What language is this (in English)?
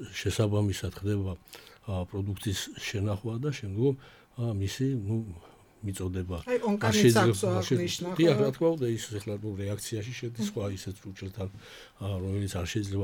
Georgian